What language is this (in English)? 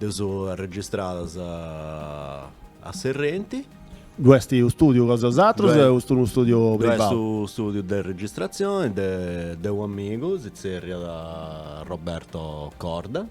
Sardinian